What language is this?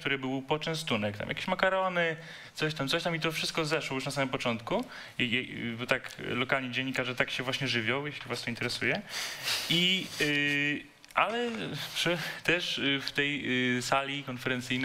Polish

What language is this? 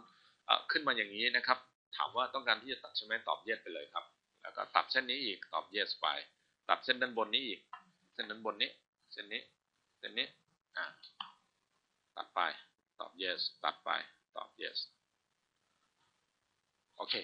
Thai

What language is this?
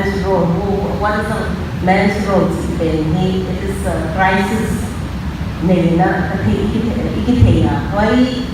Paite Chin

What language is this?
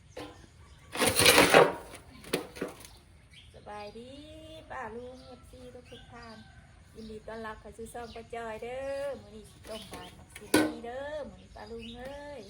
Northeastern Thai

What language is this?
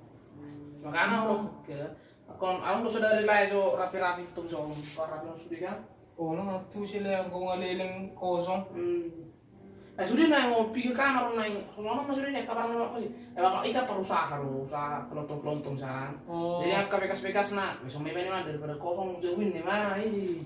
Batak Toba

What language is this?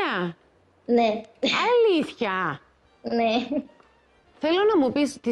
Greek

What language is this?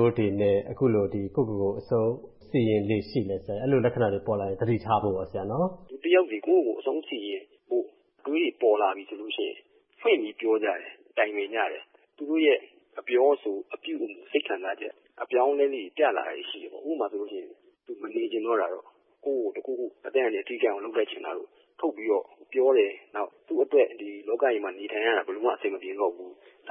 Burmese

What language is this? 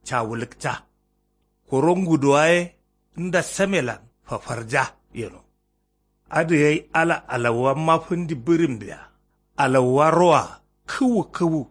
Kanuri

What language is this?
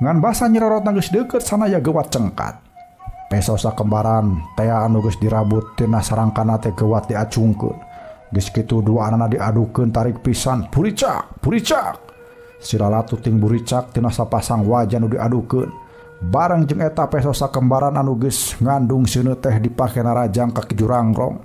Sundanese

